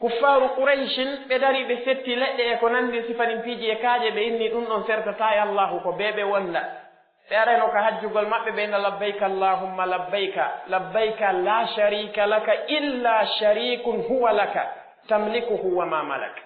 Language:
Pular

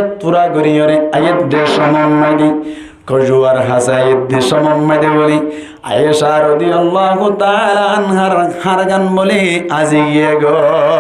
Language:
Rohingya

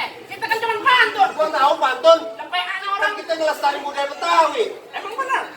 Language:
Betawi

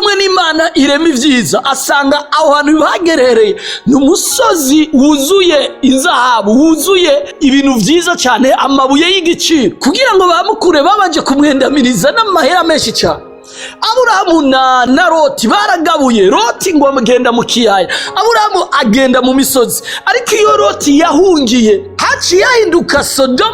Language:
Rundi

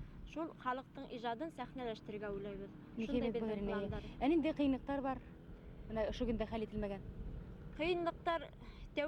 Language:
Bashkir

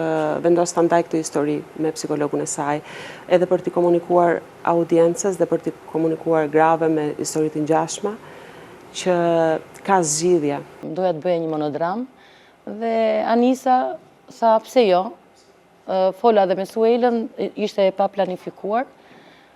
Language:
Albanian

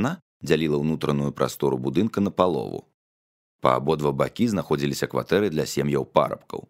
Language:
Belarusian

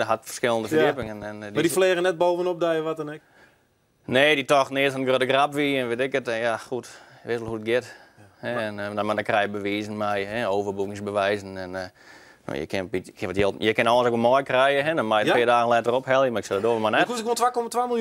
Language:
Western Frisian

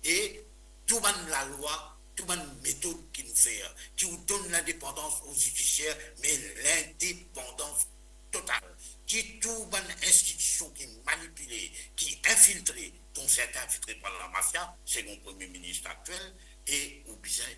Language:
Morisyen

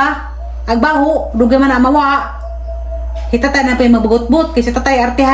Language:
Cebuano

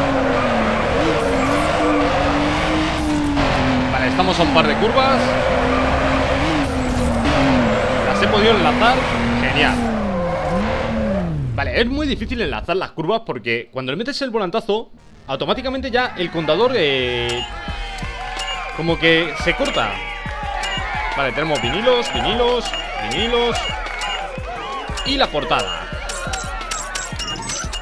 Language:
Spanish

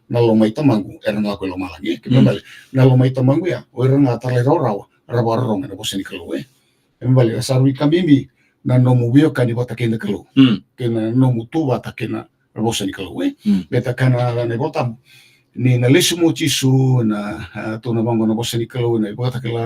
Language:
Fijian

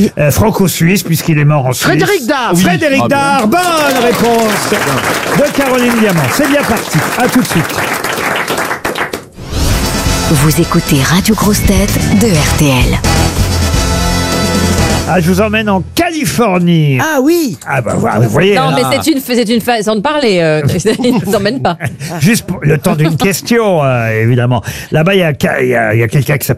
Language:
French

